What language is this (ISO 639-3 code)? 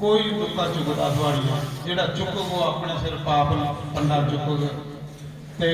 doi